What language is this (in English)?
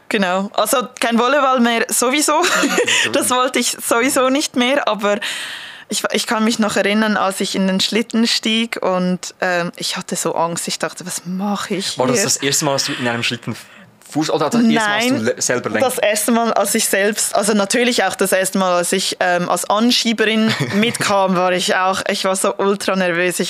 Swiss German